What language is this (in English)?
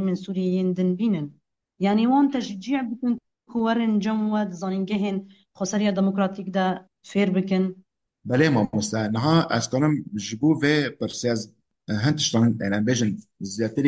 Kurdish